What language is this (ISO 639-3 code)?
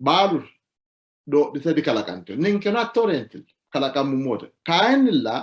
sid